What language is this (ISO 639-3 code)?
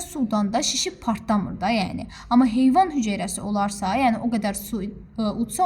aze